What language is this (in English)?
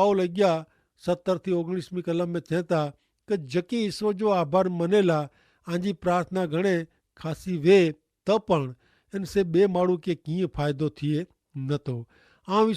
Kachhi